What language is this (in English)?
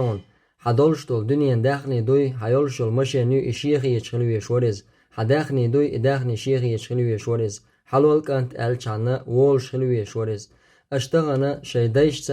Chechen